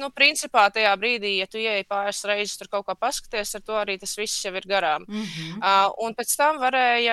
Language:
Latvian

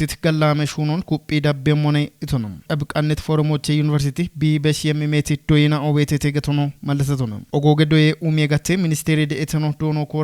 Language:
Kafa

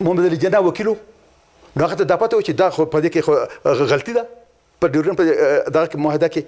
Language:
Pashto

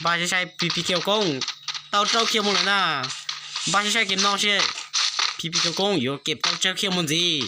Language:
Hmong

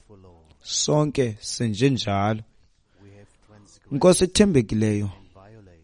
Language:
Xhosa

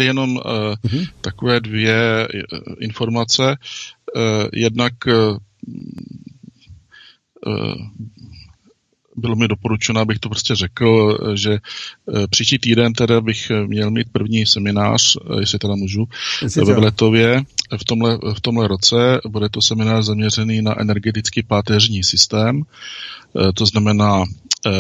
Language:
Czech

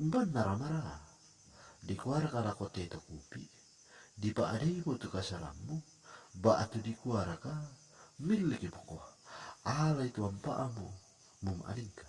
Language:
Toraja-Sa'dan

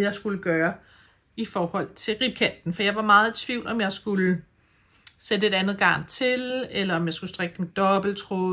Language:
Danish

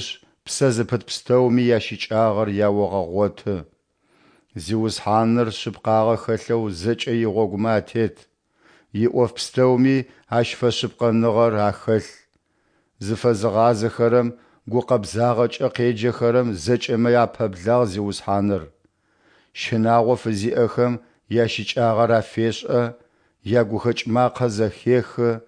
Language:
Adyghe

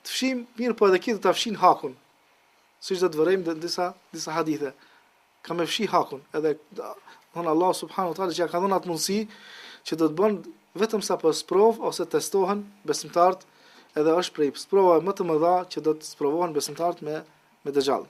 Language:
Albanian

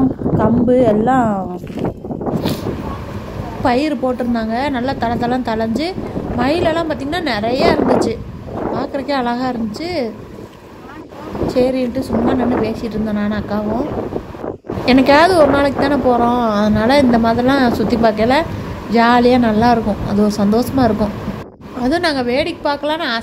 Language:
Tamil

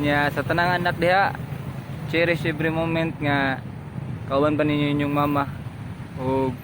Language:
Cebuano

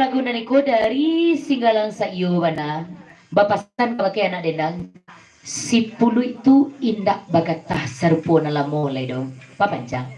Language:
Minangkabau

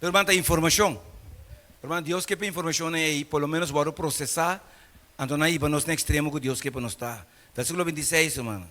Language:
Papiamento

